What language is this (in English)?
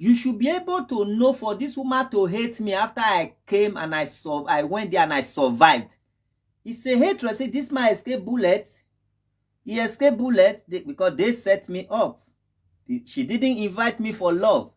Nigerian Pidgin